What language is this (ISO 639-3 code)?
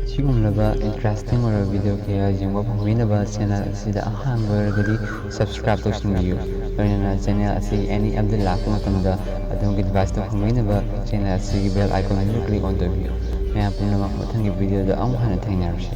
mni